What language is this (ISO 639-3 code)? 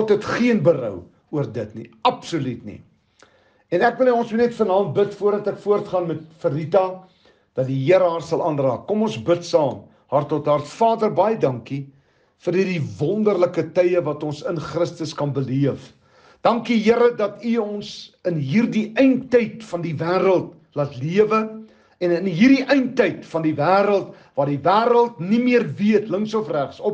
afr